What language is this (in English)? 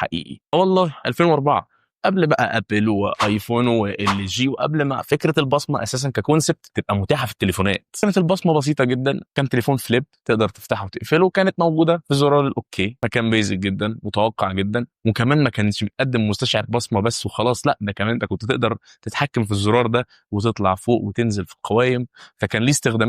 Egyptian Arabic